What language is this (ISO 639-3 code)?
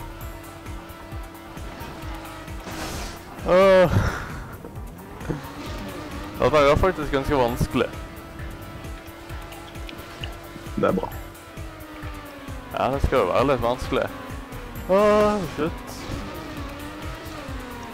nor